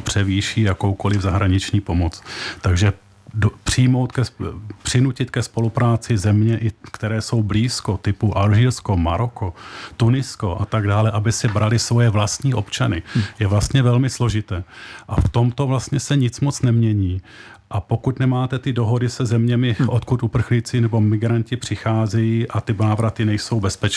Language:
Czech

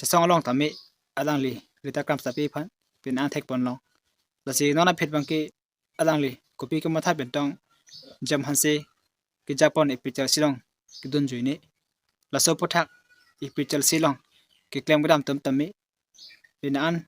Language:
Karbi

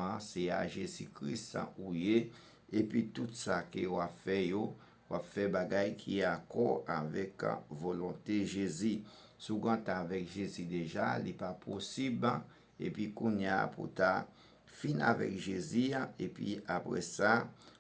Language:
Haitian Creole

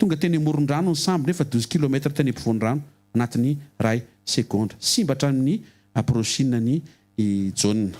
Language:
Malagasy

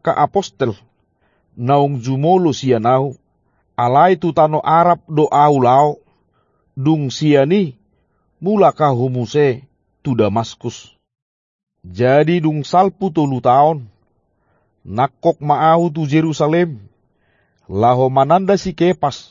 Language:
Batak Toba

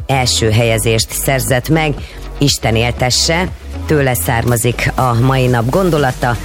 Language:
Hungarian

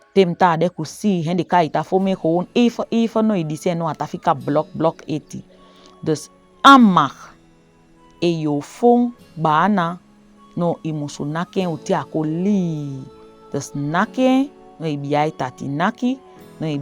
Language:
Saramaccan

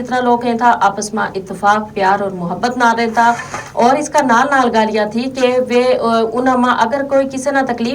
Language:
Gujari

